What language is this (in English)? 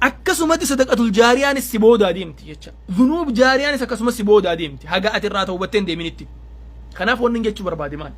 Oromo